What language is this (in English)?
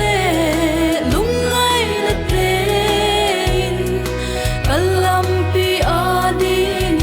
Paite Chin